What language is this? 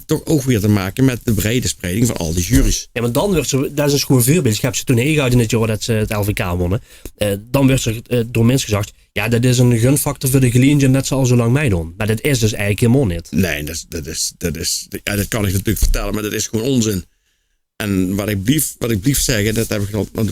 Limburgish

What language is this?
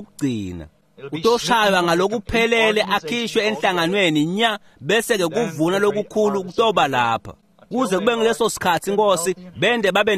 Swati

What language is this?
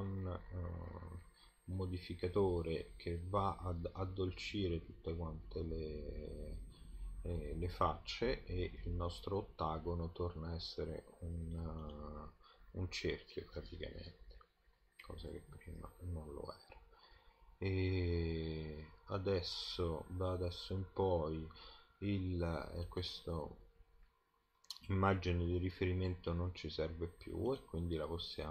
Italian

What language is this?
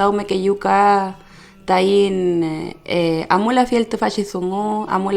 Mapuche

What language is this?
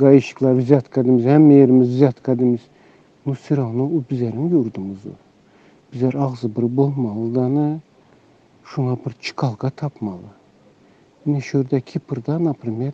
Turkmen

